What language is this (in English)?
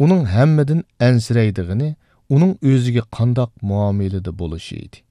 Uyghur